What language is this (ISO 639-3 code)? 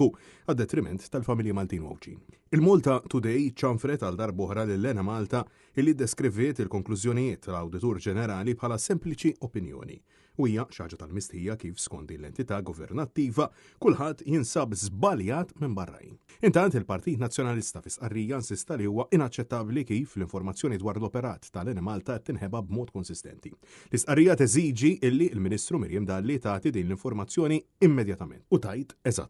mlt